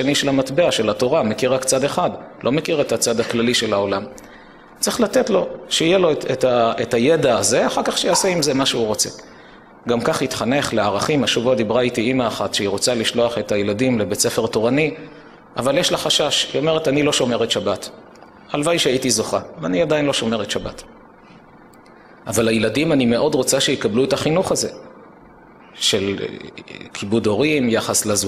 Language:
Hebrew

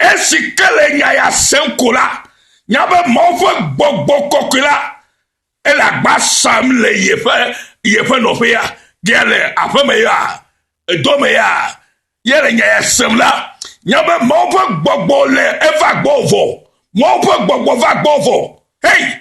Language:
Ewe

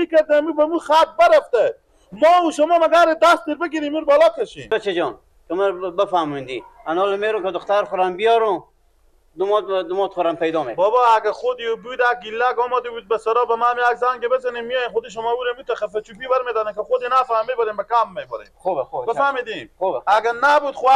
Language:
Persian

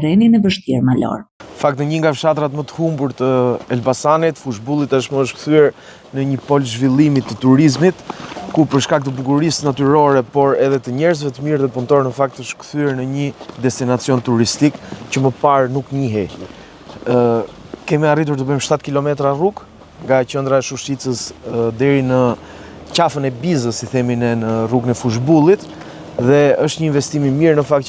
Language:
Albanian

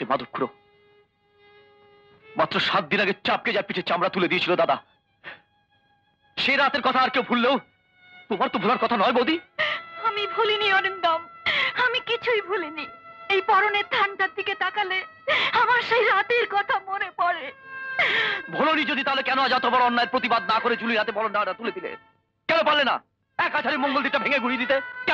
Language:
Bangla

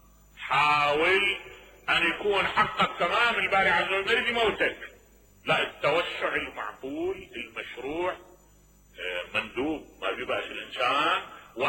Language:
Mesopotamian Arabic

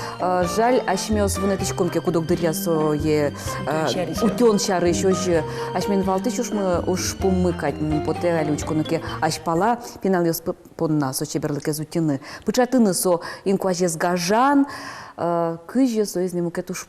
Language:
Udmurt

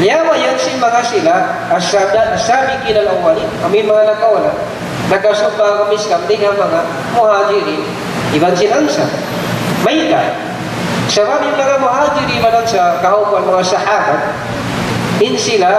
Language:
Tausug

